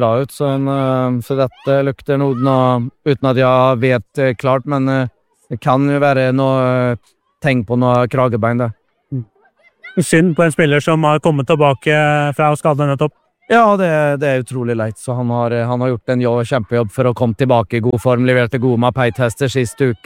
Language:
Norwegian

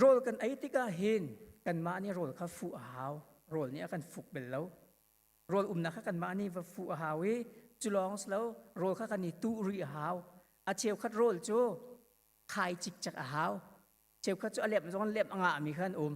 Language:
Hakha Chin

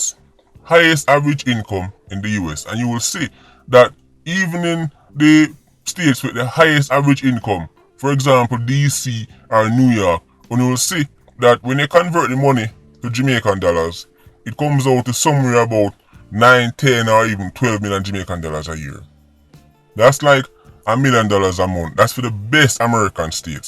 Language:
Jamaican Creole English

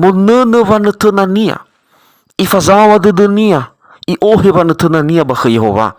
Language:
Nias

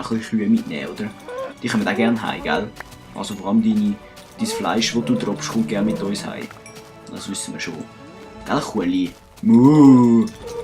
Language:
Swiss German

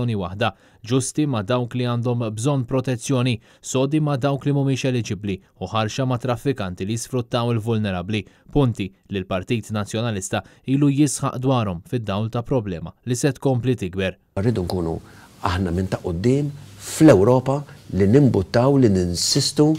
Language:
Maltese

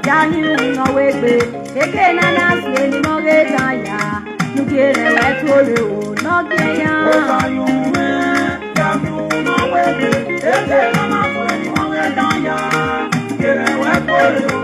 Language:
Nigerian Pidgin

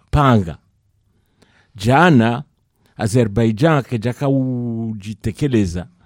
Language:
Swahili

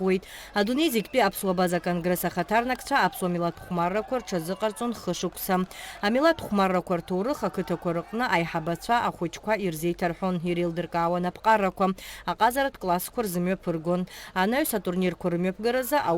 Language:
Abkhazian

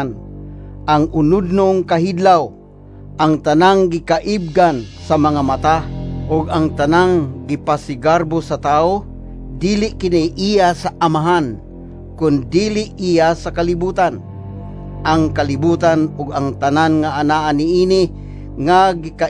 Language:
Cebuano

